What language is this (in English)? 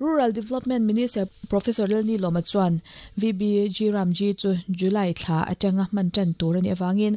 Mizo